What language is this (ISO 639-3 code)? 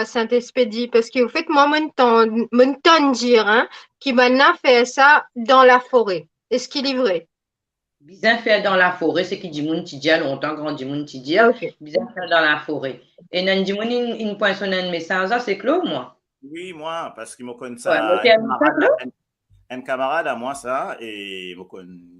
mfe